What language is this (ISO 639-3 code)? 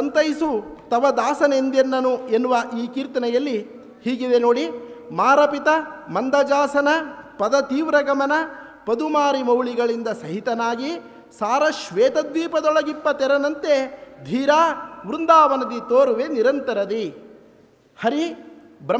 kan